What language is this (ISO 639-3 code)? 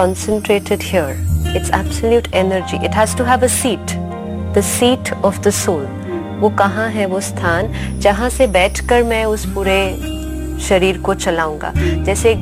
hin